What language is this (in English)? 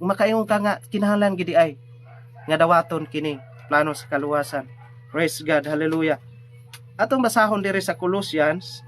Cebuano